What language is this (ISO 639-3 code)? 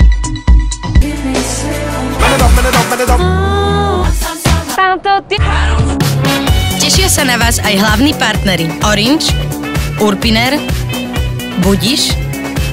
slk